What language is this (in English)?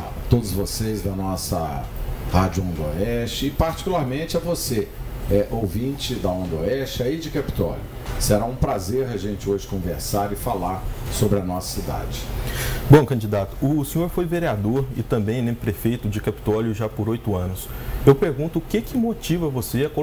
Portuguese